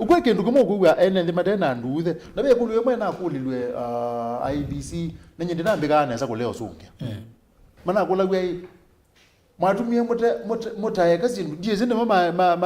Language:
Kamba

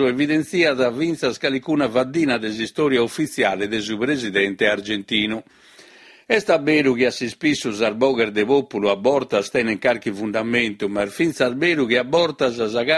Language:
Sardinian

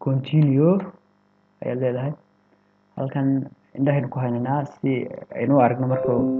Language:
Somali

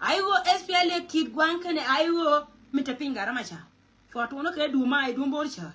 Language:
Nuer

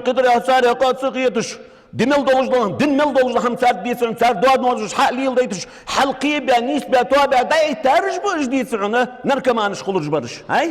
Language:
Ingush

